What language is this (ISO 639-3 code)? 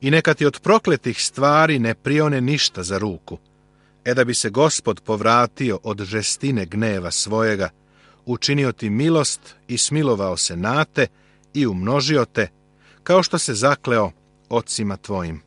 srp